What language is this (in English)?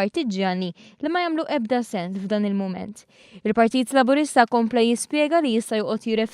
Maltese